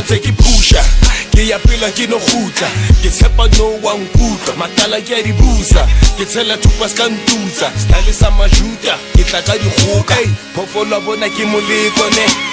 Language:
Southern Sotho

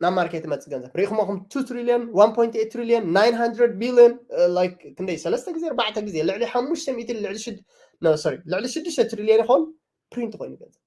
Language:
Tigrinya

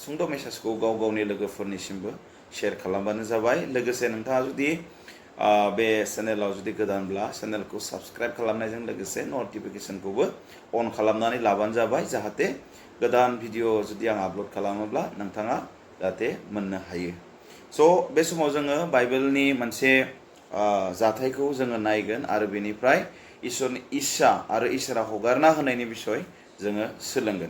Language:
Bodo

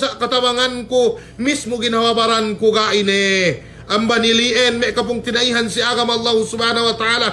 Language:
Yakan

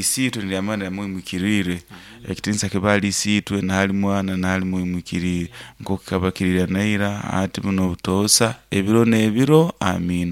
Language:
Nyoro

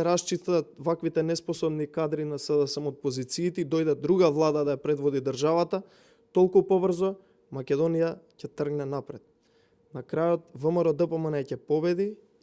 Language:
Macedonian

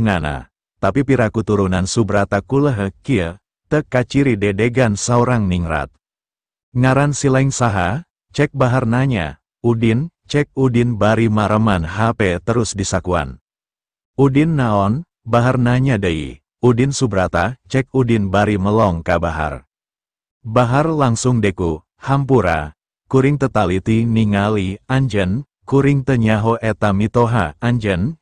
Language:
Sundanese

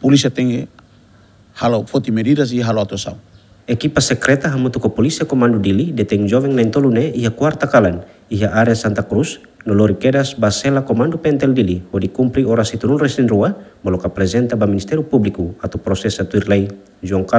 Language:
Tetum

